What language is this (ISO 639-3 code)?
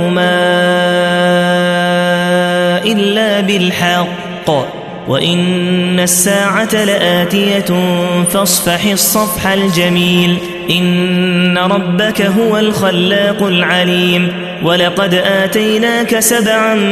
ara